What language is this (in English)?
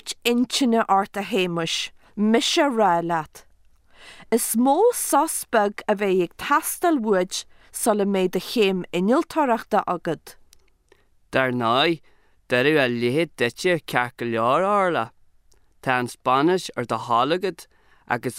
Irish